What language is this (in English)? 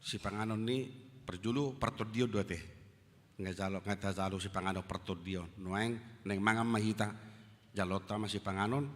Batak Toba